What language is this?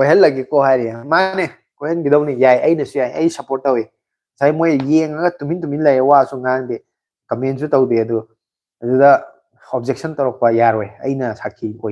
Manipuri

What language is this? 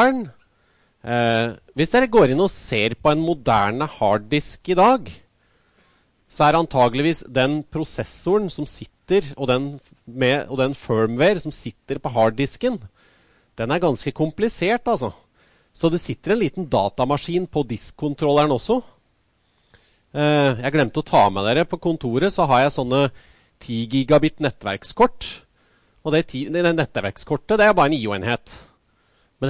Norwegian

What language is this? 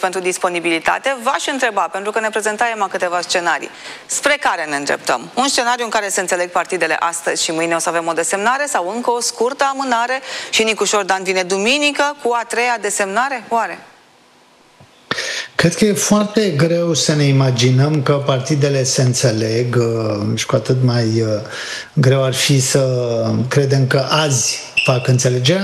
Romanian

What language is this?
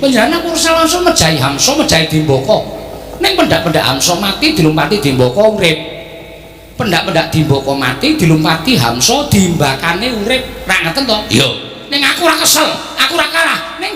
Javanese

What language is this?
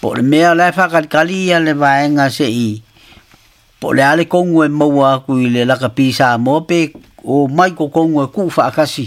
Samoan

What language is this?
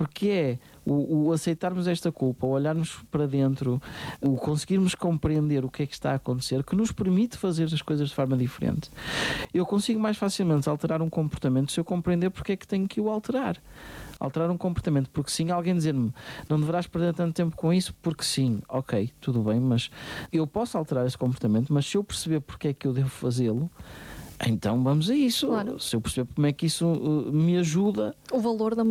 Portuguese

